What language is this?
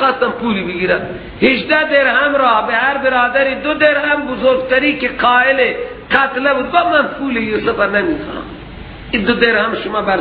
Persian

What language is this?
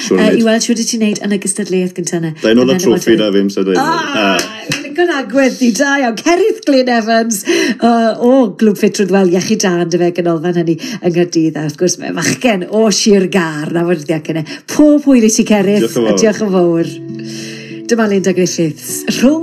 Welsh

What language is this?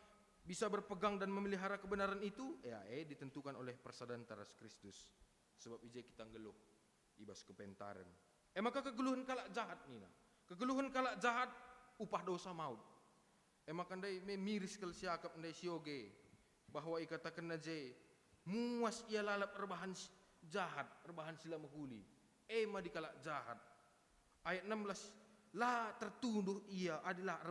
Batak Karo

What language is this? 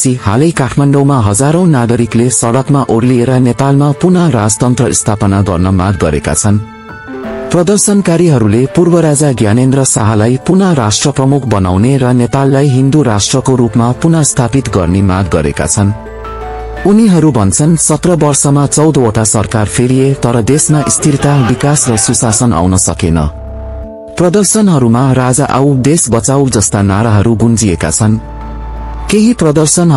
Nepali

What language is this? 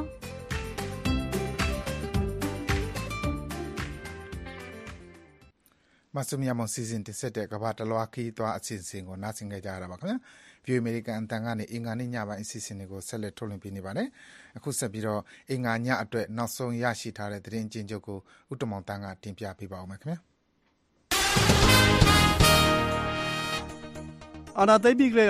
Burmese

